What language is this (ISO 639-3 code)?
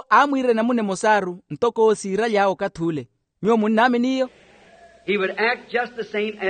vmw